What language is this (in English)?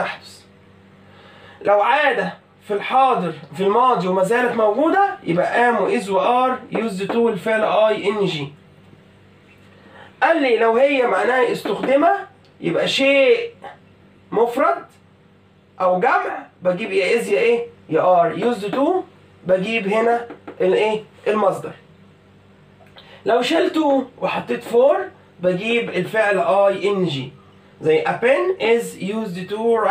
Egyptian Arabic